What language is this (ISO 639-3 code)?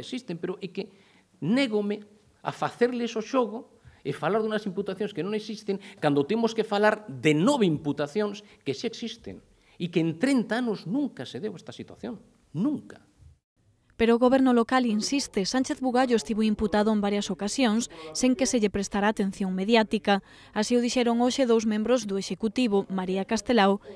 glg